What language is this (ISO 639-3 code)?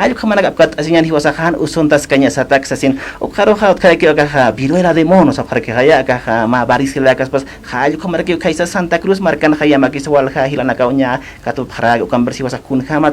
aym